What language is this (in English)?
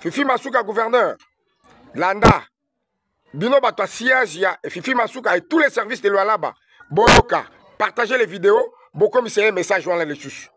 Lingala